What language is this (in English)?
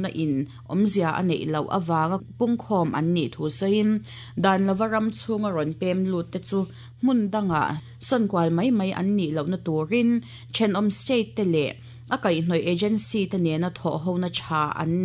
Mizo